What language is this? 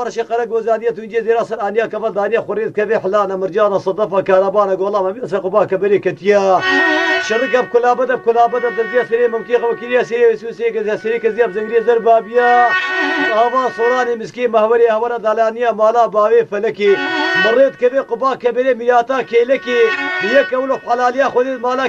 Kurdish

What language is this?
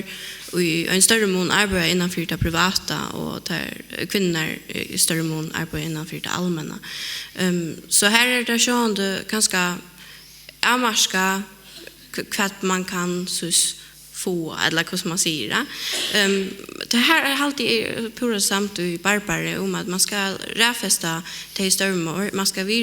Faroese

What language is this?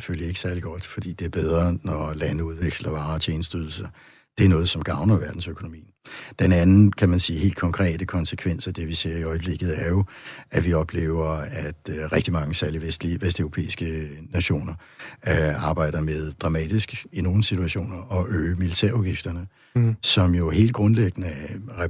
Danish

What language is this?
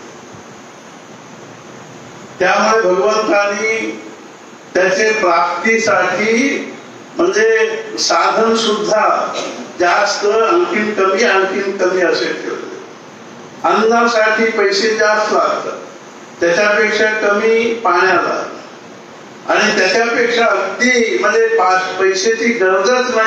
Marathi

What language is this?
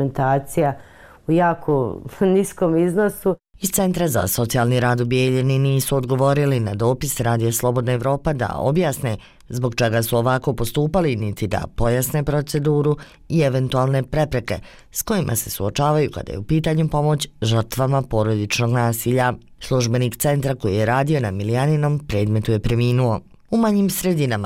Bosnian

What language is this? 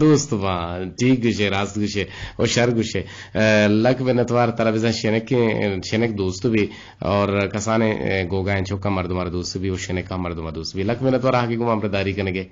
Eastern Balochi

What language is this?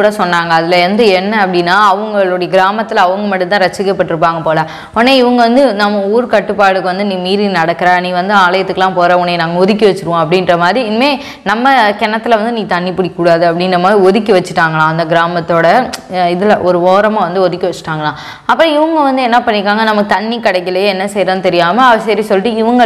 Tamil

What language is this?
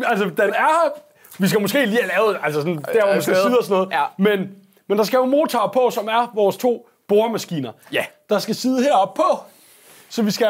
Danish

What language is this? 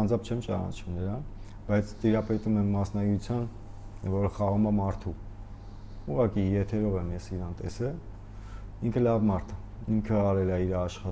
Armenian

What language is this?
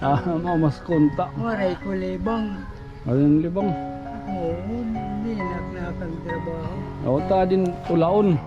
Waray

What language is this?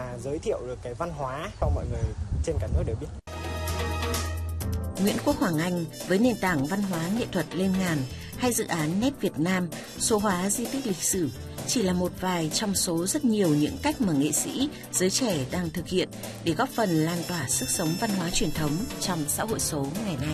Vietnamese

